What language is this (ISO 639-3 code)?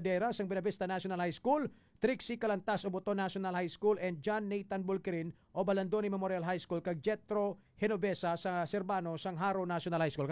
hil